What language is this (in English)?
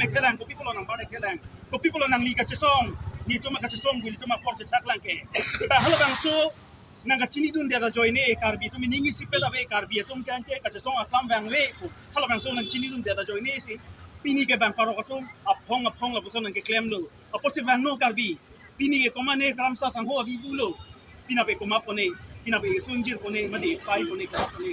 Karbi